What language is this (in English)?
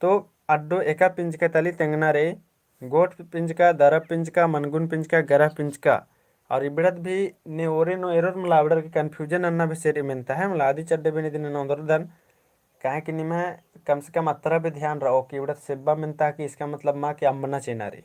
Kurukh